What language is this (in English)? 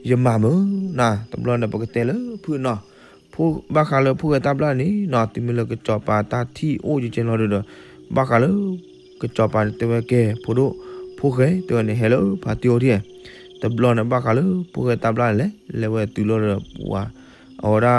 S'gaw Karen